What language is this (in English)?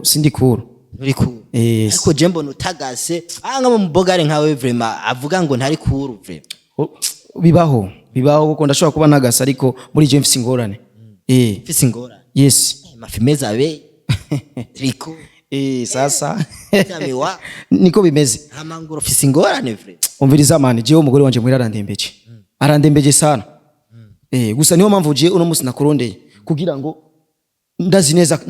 Rundi